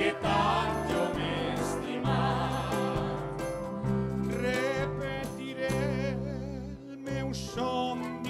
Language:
Catalan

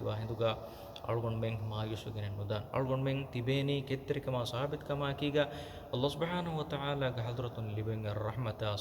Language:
Divehi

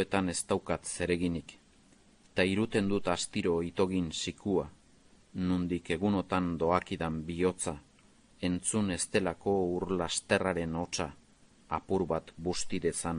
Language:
Basque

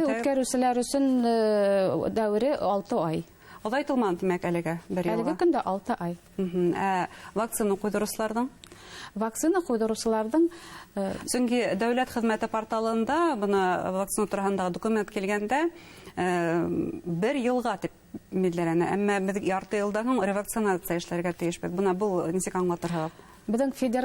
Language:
Bashkir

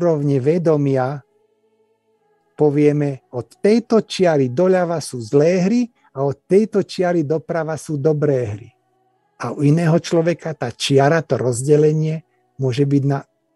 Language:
Slovak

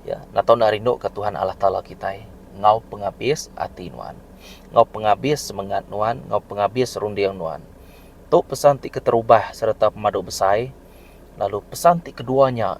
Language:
Iban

